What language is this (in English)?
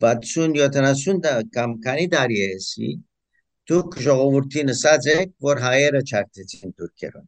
Western Armenian